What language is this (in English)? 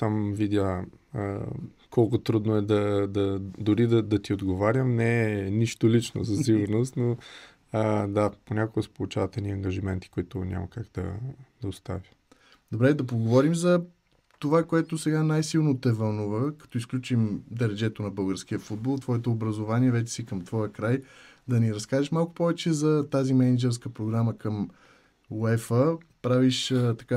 Bulgarian